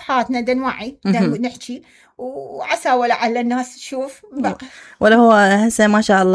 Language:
Mesopotamian Arabic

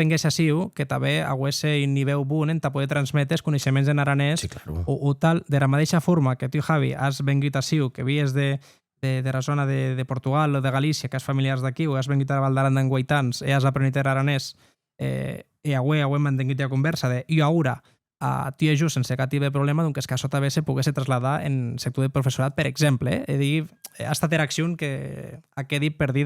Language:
Occitan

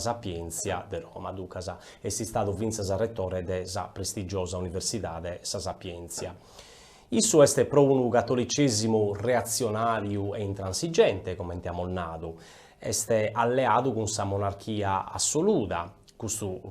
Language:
Sardinian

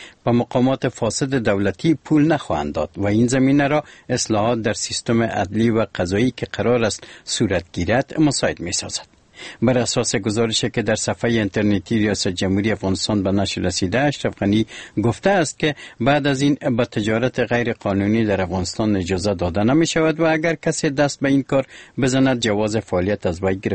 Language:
Persian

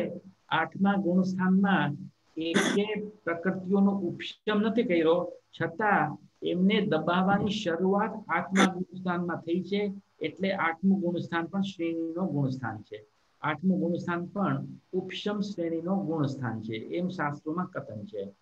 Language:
Gujarati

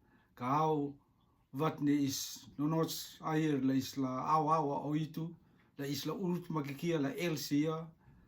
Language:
Rotuman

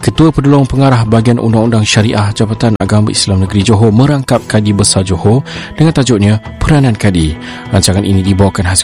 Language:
Malay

